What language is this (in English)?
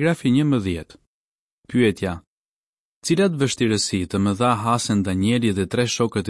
Albanian